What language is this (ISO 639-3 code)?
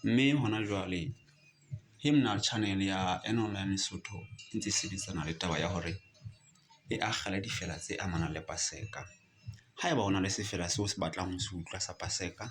sot